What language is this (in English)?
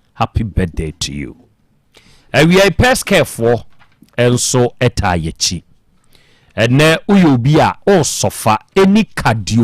Akan